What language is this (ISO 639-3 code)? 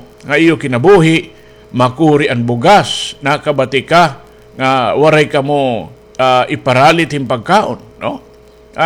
war